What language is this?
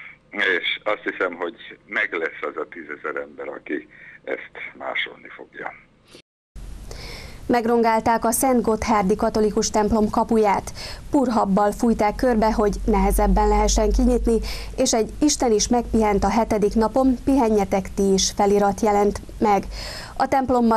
Hungarian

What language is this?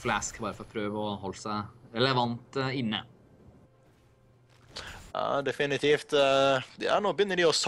Norwegian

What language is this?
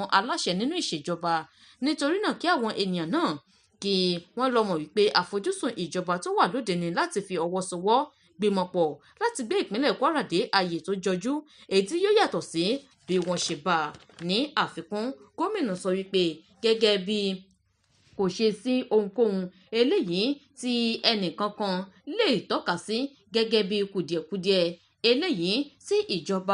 Yoruba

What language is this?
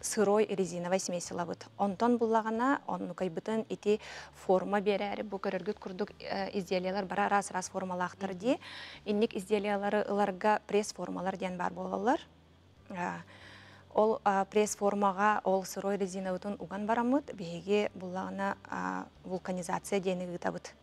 Yakut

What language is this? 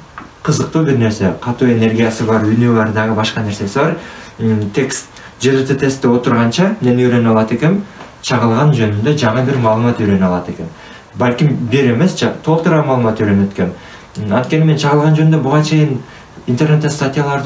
Kyrgyz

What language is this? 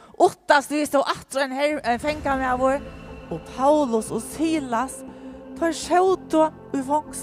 Faroese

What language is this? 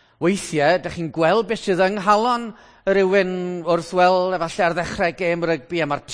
Welsh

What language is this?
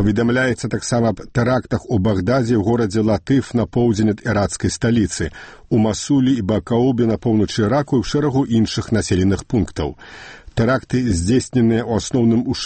Belarusian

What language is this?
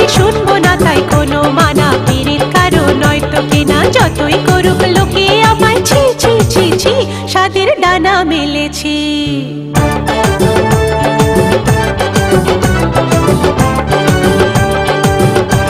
Bangla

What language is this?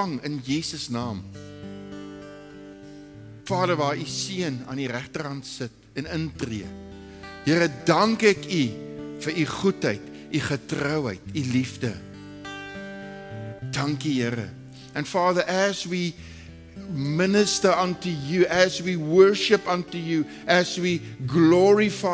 Afrikaans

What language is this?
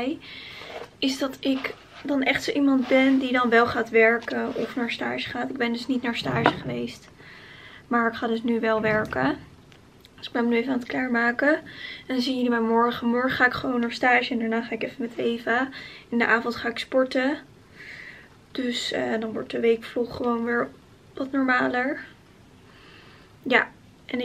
Dutch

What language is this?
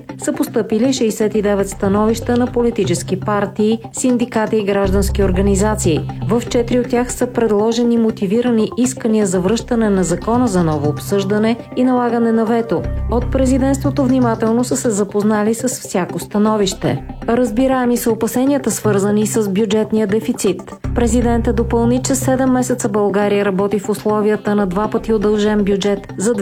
Bulgarian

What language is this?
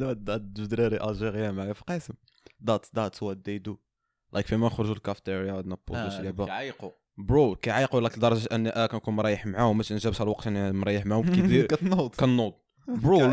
Moroccan Arabic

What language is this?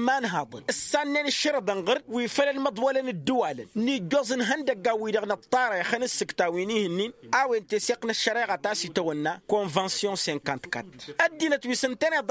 Tamasheq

